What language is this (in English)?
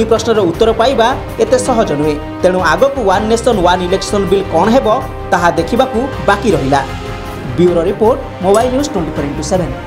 Odia